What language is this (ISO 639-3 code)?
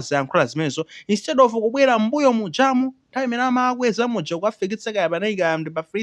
nya